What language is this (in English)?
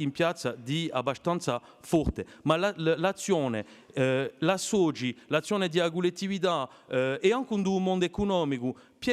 Corsican